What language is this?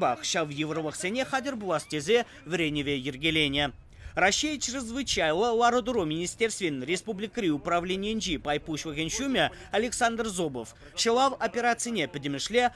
Chuvash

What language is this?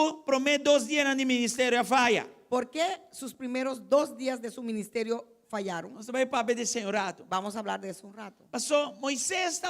Papiamento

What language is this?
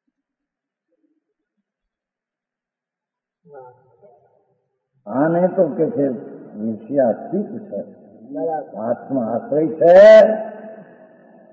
Gujarati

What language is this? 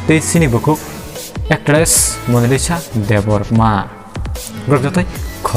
Kok Borok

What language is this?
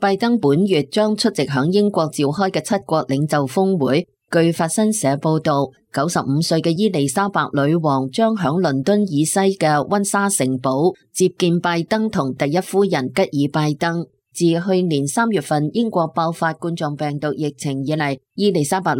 Cantonese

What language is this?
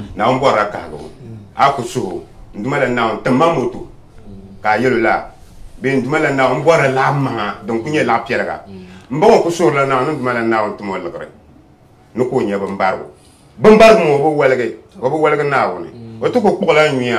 Dagbani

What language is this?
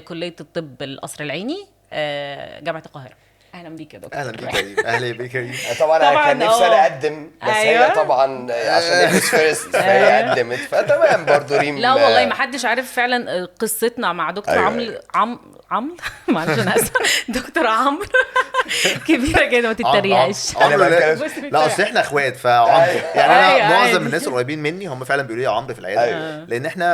Egyptian Arabic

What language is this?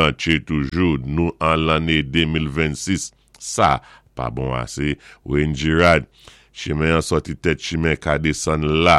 Saint Lucian Creole French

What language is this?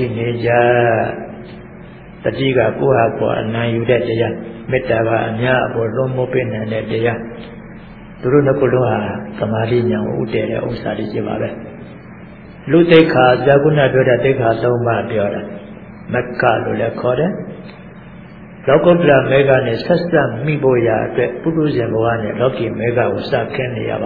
Burmese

